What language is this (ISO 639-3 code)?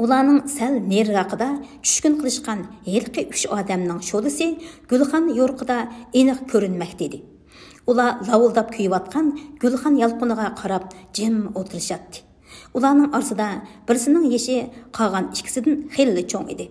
uig